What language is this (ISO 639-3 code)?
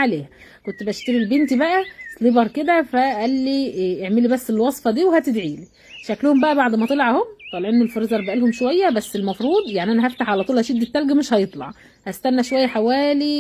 arz